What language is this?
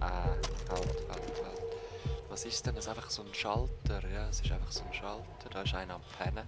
Swiss German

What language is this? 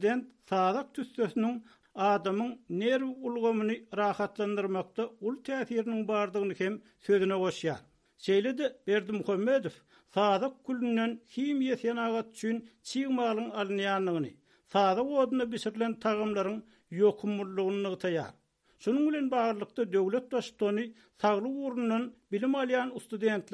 Turkmen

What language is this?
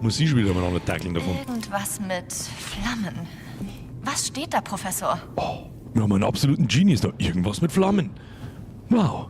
Bavarian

